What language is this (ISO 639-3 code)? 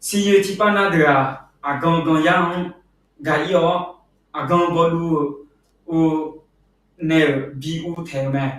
ahk